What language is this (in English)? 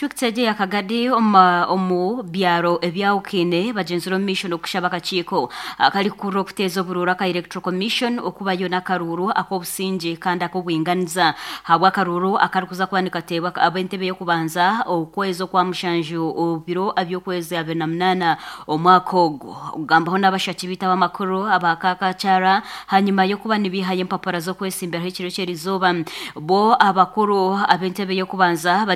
Nyankole